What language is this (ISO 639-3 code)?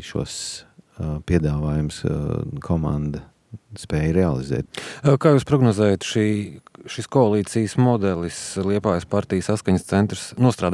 lav